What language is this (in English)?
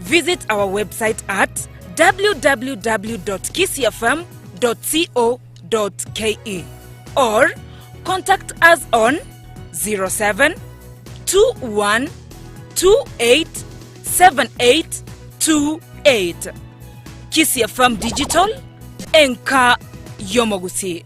Gusii